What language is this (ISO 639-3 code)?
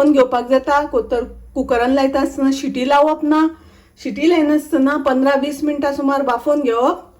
kok